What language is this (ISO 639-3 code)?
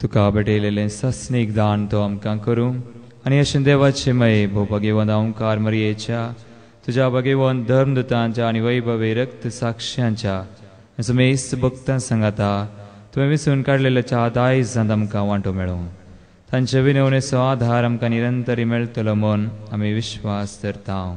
kok